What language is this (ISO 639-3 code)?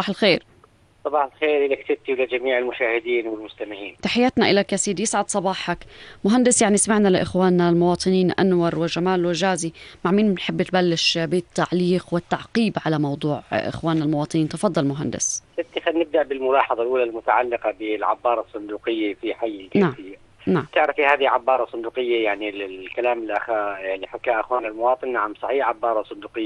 apc